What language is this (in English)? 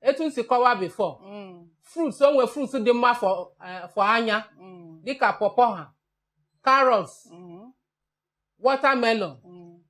Igbo